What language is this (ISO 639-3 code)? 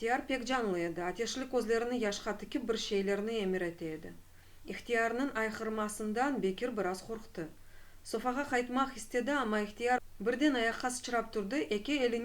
crh